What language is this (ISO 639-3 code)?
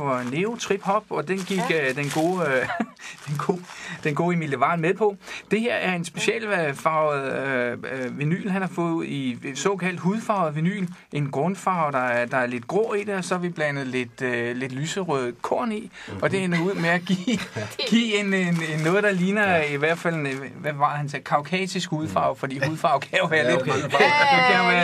dan